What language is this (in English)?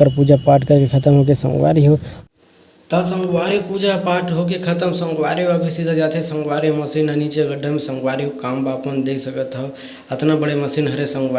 Chhattisgarhi